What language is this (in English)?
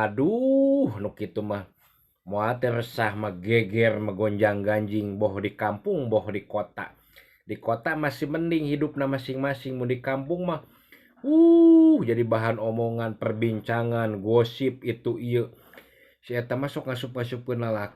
Sundanese